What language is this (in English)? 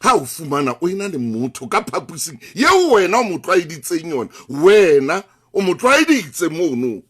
Southern Sotho